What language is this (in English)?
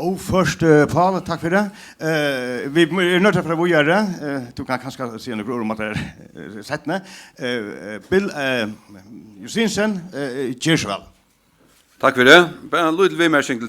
Faroese